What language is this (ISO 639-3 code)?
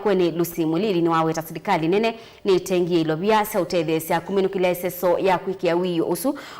kam